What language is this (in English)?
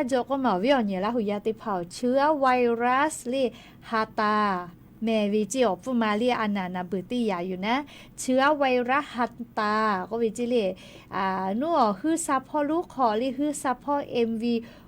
Lahu